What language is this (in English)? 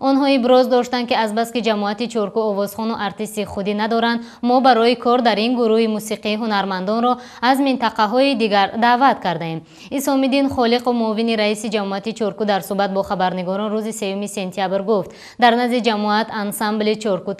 Tajik